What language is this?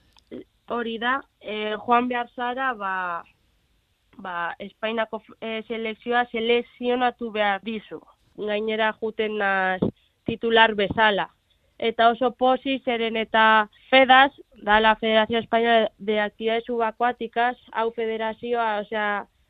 Basque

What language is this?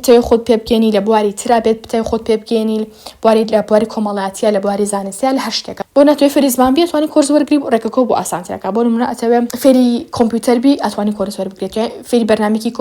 Central Kurdish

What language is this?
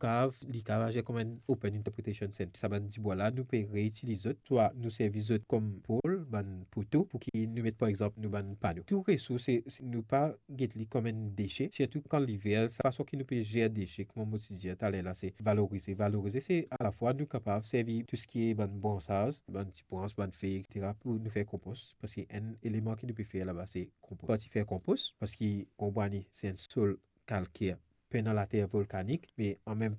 Morisyen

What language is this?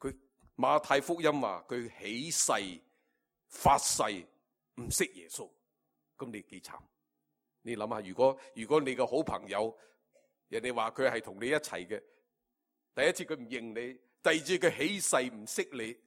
Cantonese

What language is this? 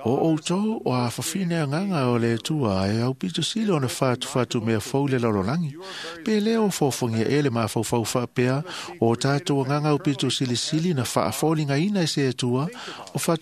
Samoan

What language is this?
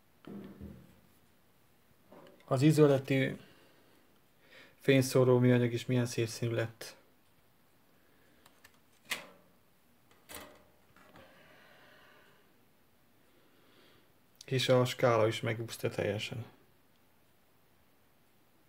Hungarian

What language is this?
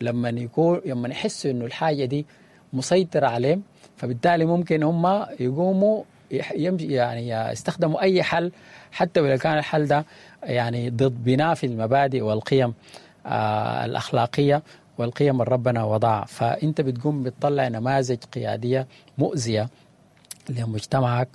Sudanese Arabic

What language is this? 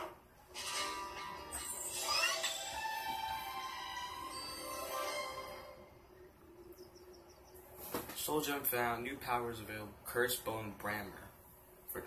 English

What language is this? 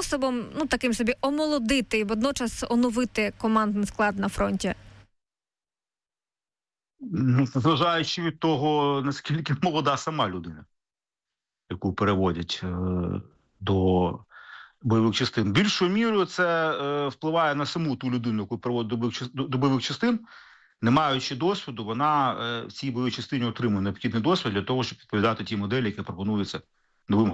Ukrainian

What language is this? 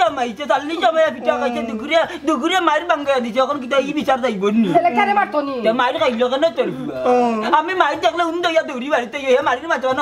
Sylheti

